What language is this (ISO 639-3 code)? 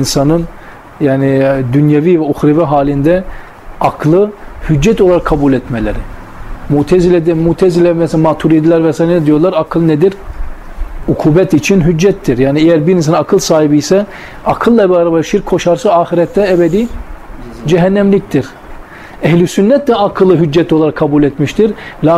tur